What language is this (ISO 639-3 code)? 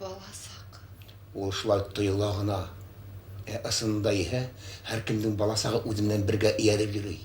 bak